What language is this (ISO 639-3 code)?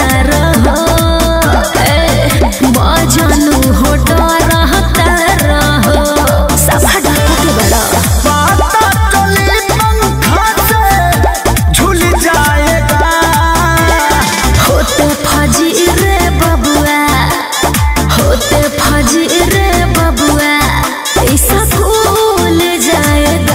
bho